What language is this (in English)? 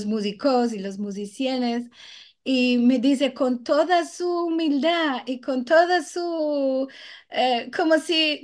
Ladino